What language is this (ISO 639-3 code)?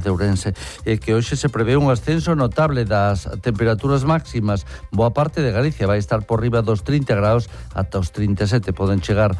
glg